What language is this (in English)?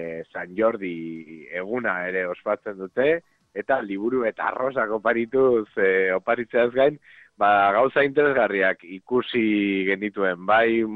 Basque